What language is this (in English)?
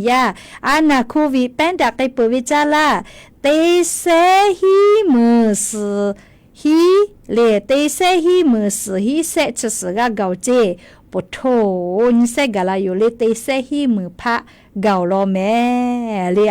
Lahu